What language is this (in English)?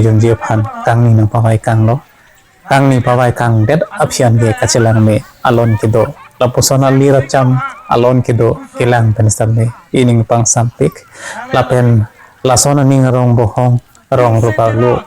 Karbi